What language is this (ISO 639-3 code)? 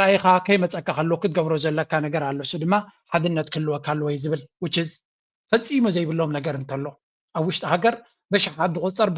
tir